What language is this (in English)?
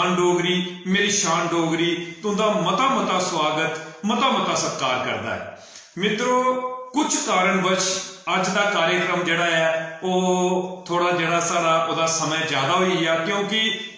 Dogri